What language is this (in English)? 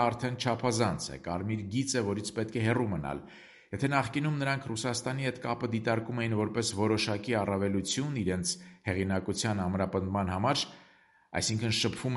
Armenian